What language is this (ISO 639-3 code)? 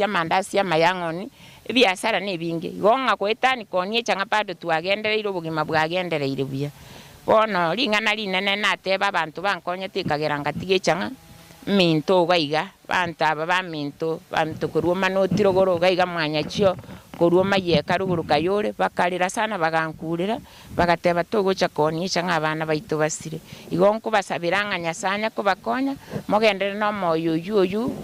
guz